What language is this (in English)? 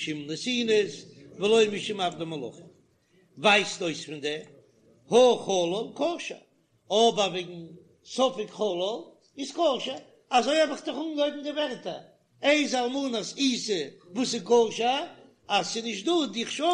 Yiddish